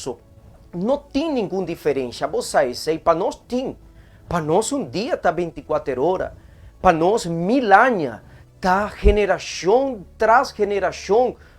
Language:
Papiamento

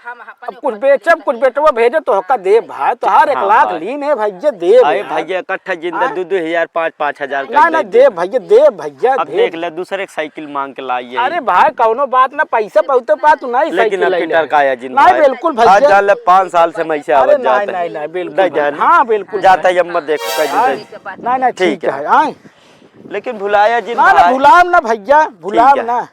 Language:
Awadhi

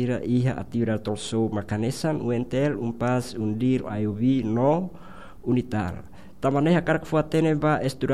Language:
Tetum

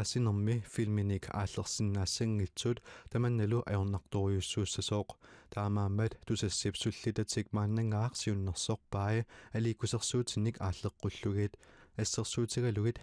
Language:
Kalaallisut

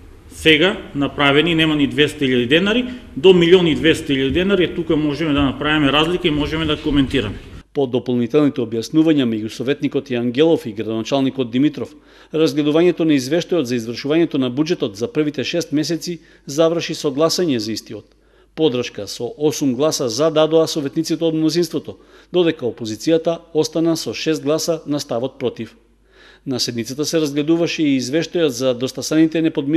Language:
Macedonian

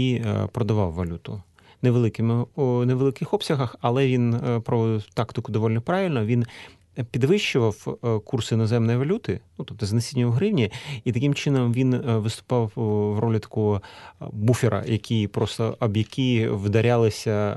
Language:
Ukrainian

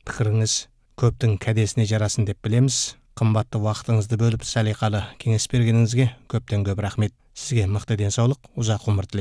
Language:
Kazakh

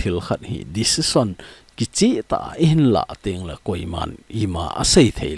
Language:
Thado Chin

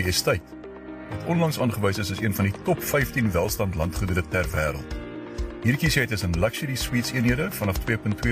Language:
Afrikaans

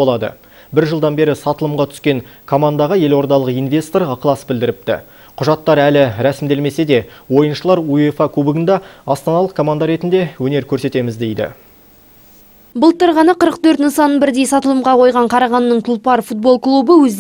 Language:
Kazakh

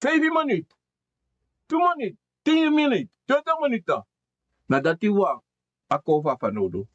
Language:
Sranan Tongo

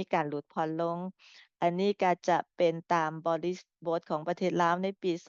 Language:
Lao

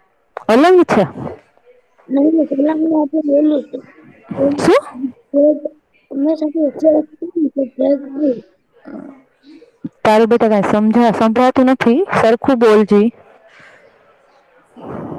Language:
Gujarati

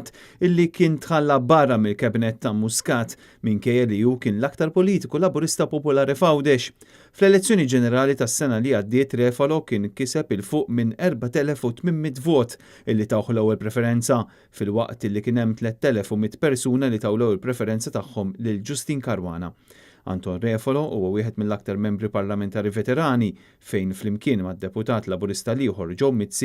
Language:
Maltese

